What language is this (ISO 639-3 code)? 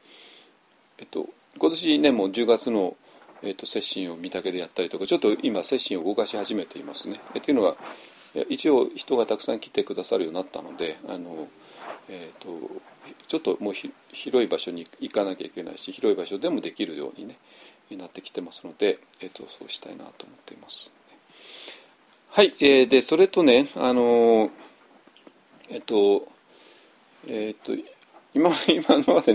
jpn